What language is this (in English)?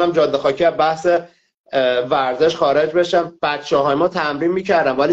Persian